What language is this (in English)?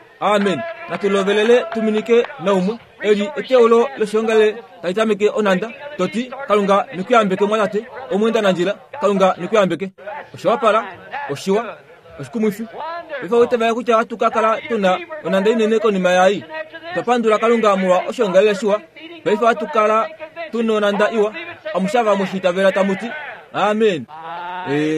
Kuanyama